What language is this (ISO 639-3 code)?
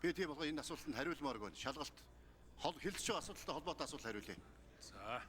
mon